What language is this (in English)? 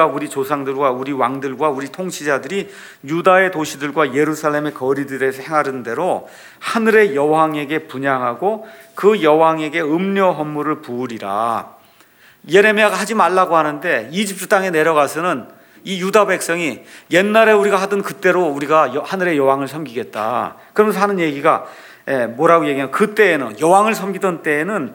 Korean